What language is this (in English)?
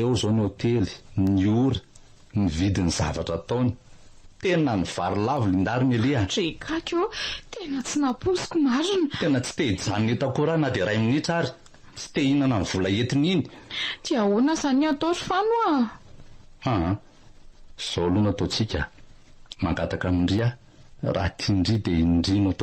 Malagasy